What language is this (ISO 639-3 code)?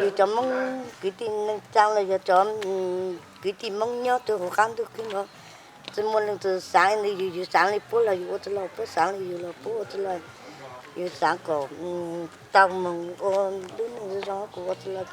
hmn